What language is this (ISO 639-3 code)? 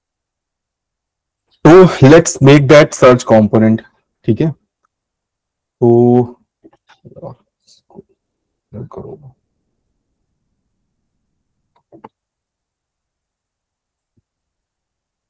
hin